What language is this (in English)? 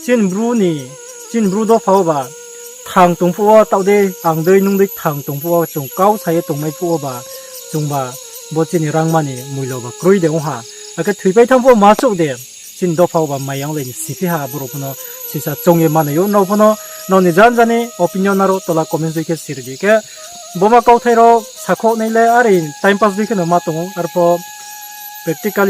Riang (India)